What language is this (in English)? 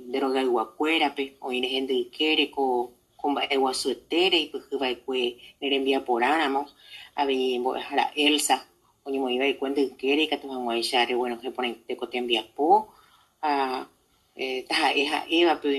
Guarani